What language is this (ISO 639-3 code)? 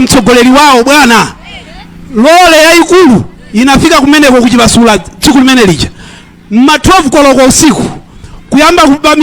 nya